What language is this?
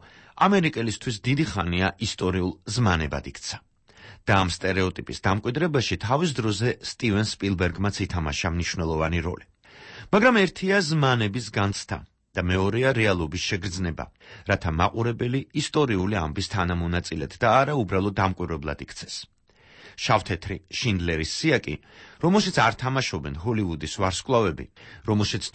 Georgian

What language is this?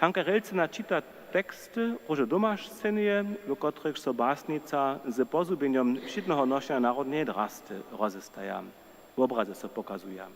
Upper Sorbian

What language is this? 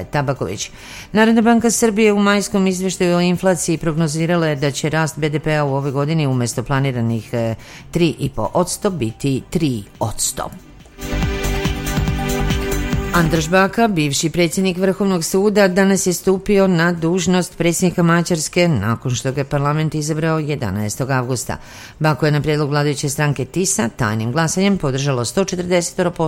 Serbian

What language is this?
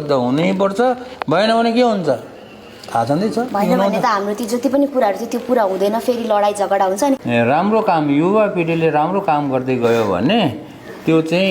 Nepali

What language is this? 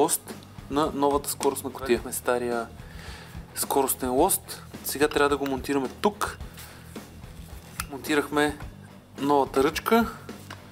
Bulgarian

